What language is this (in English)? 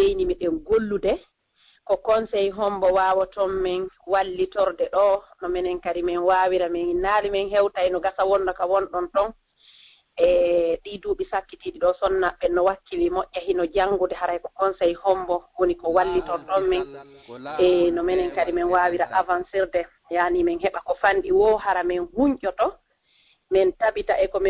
Fula